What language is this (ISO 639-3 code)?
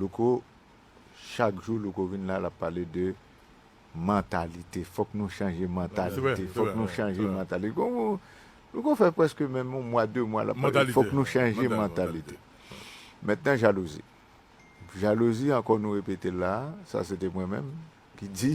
hat